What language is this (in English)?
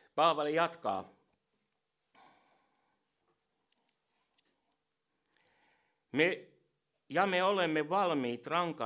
Finnish